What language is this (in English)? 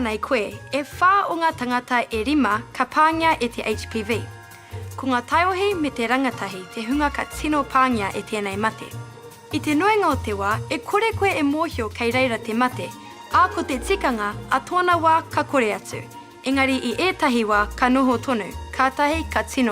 Māori